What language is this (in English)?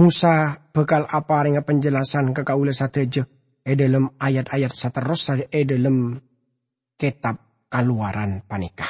Madurese